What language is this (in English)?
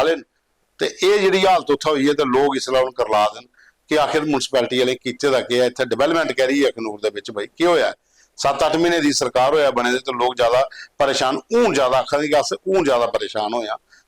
Dogri